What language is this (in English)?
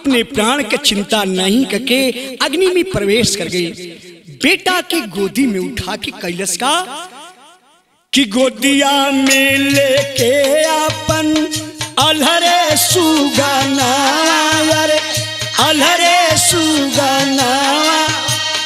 Bhojpuri